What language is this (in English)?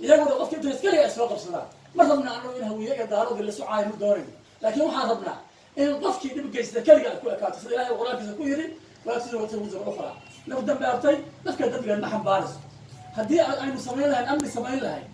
Somali